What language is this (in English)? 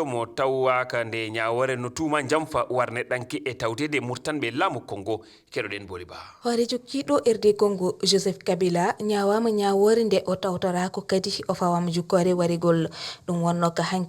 Fula